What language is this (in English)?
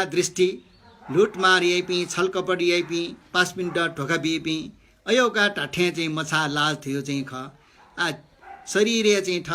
Newari